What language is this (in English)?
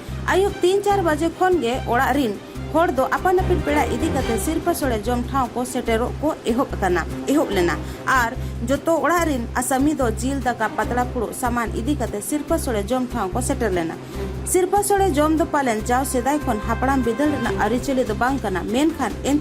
Santali